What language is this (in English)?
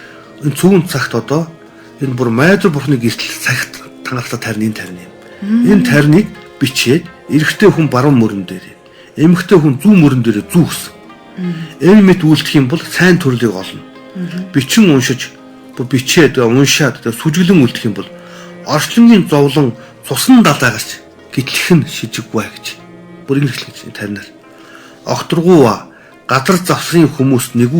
Mongolian